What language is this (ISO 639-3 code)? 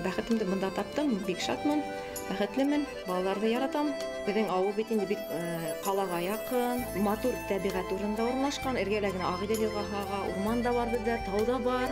bak